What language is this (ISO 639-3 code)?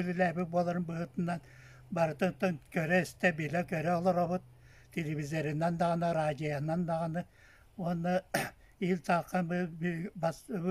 sah